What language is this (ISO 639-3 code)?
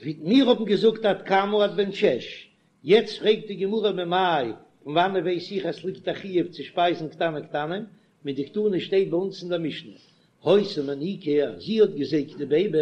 yid